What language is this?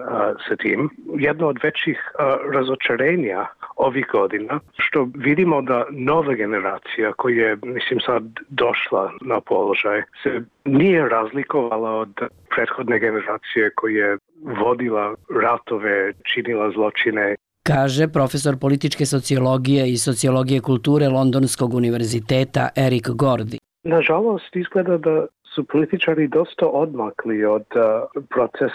Bosnian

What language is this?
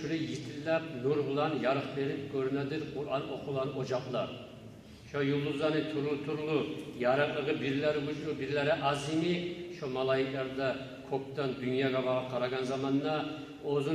Kumyk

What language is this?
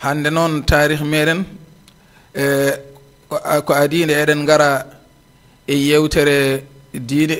Fula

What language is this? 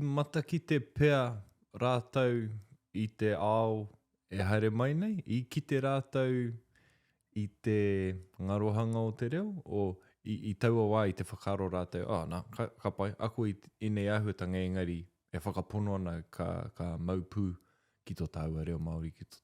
Māori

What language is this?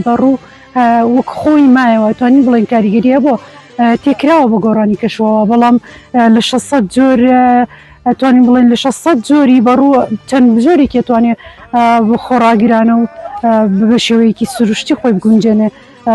Central Kurdish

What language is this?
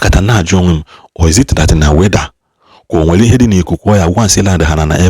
Igbo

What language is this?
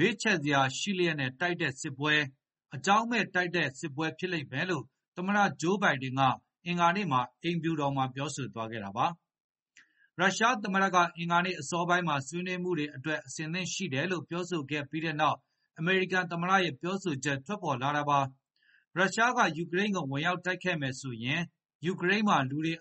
Burmese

